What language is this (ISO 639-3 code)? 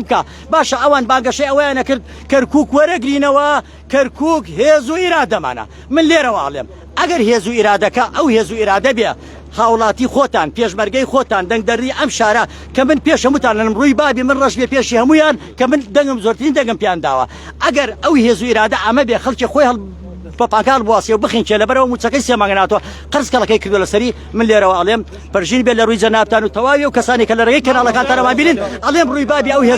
ckb